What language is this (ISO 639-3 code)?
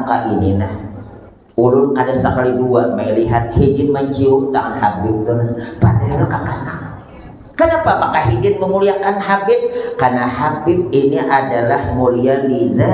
bjn